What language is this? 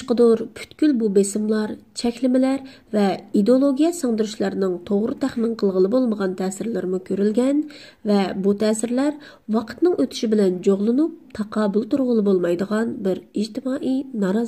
Uyghur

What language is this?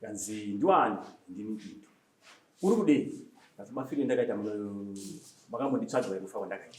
Shona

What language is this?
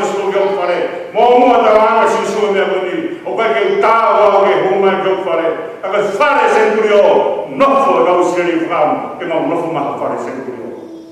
Tongan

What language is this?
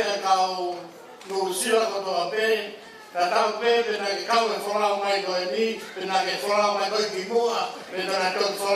Tongan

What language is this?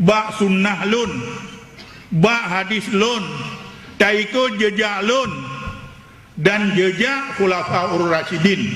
Achinese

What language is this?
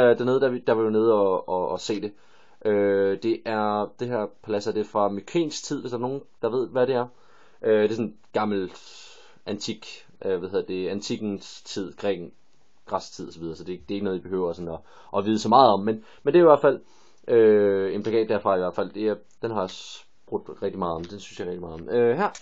Danish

